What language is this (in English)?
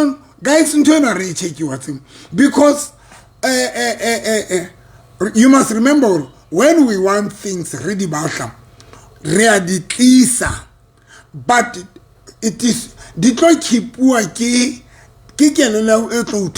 Southern Sotho